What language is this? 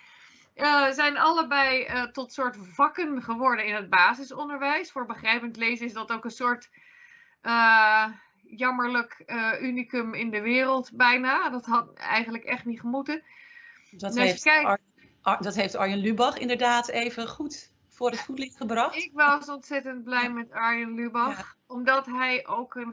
Dutch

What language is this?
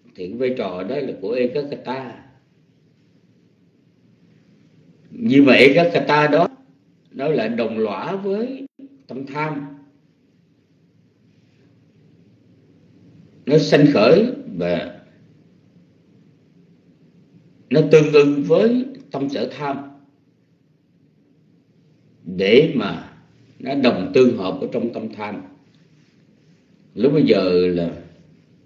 Vietnamese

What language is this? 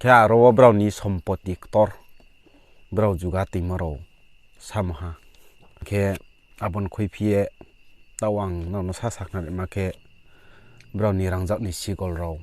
Riang (India)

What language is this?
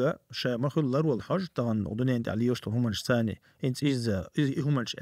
Chechen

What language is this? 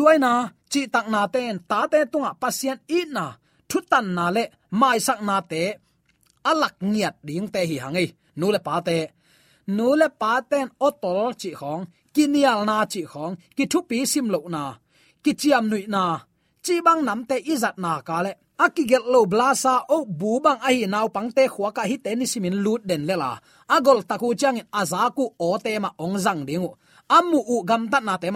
Tedim Chin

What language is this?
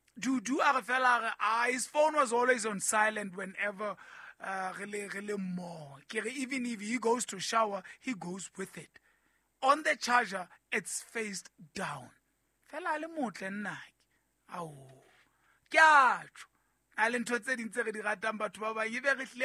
Southern Sotho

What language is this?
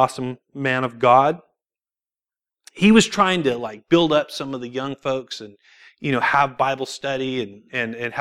English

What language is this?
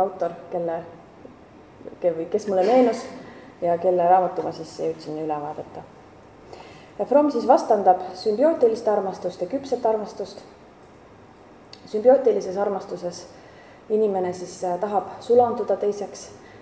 Estonian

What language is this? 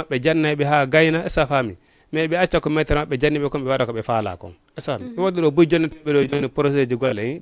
Fula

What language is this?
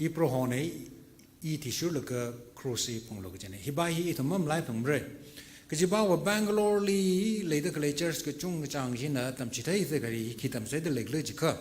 Tangkhul Naga (India)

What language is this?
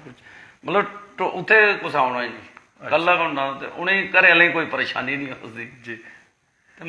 Dogri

